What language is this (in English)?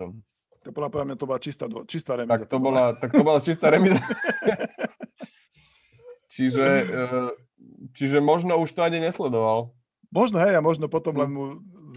Slovak